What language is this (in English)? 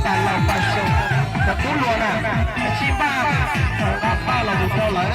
Hmong